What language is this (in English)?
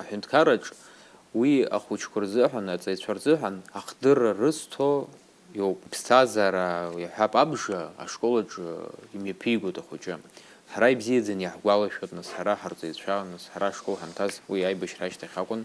Abkhazian